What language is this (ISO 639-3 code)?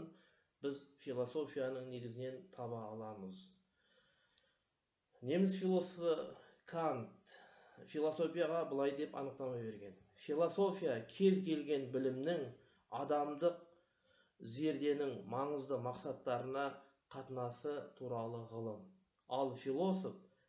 kaz